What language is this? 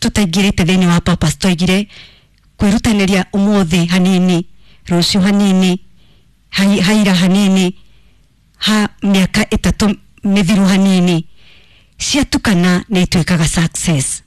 Kikuyu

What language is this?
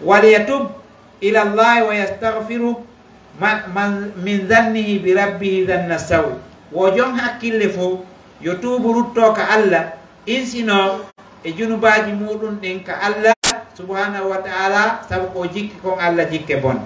Pular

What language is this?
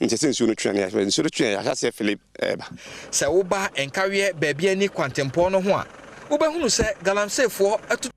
Akan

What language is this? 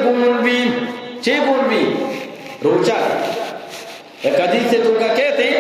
Eastern Balochi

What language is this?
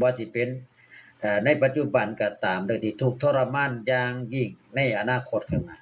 Northeastern Thai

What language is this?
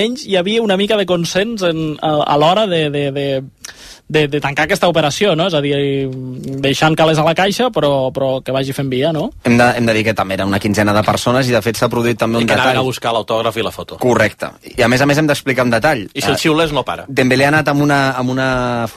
Catalan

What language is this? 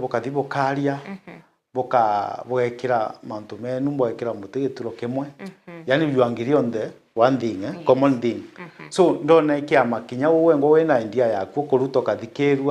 Meru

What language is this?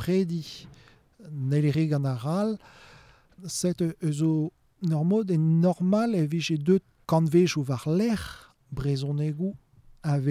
Breton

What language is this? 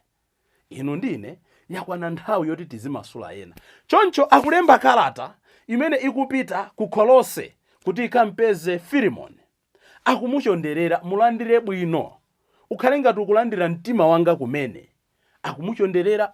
Nyanja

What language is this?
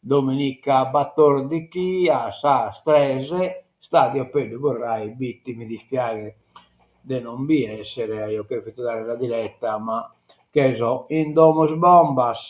Sardinian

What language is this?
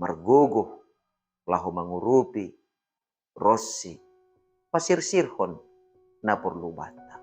Batak Simalungun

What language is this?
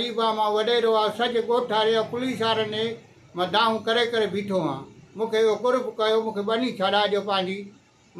Sindhi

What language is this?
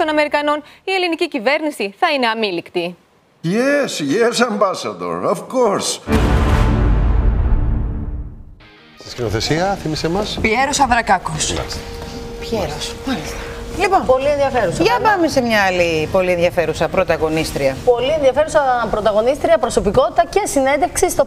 Greek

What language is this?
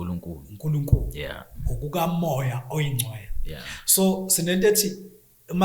Zulu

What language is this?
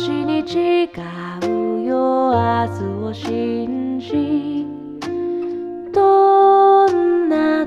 Japanese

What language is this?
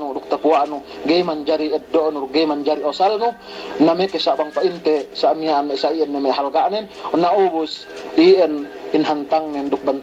Yakan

